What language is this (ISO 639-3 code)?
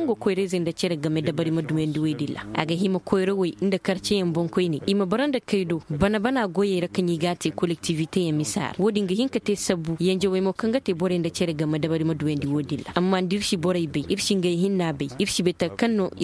dje